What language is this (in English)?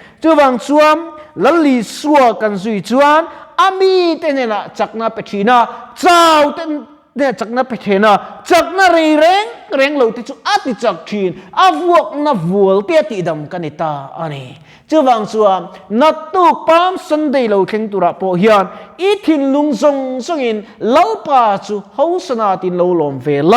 Mizo